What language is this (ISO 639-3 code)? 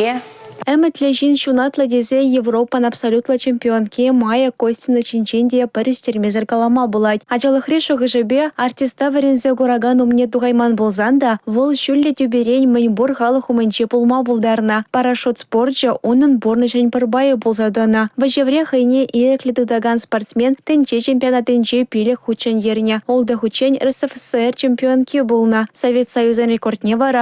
chv